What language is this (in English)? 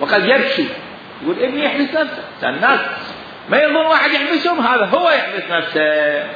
Mesopotamian Arabic